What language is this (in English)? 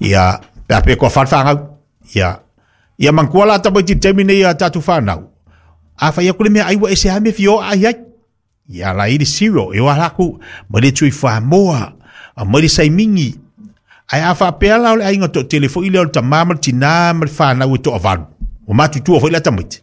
Samoan